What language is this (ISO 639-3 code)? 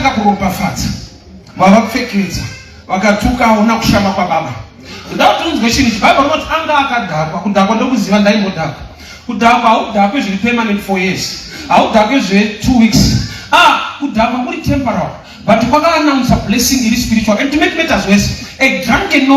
sna